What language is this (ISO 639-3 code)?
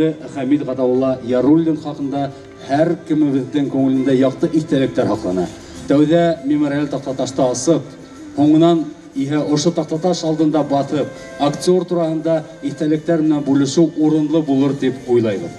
bak